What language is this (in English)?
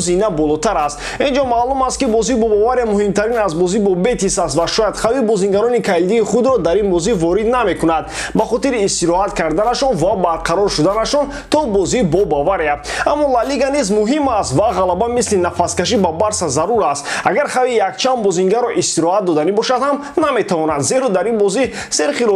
Tajik